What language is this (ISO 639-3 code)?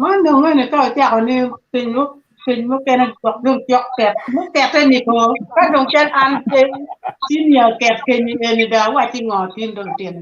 ach